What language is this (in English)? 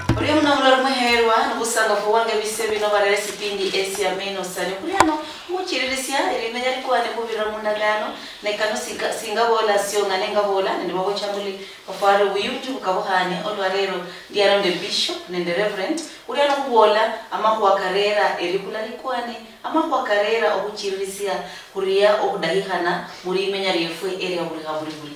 Luyia